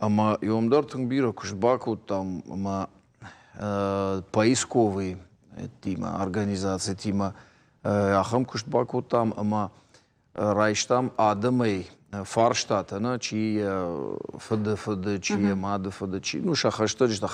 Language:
Ossetic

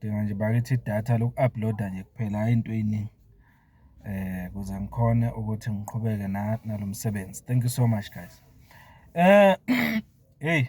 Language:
Zulu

